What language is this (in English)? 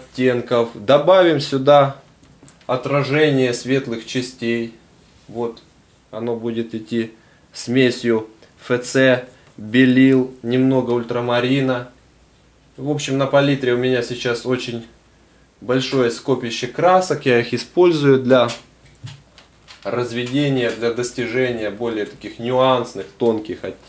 Russian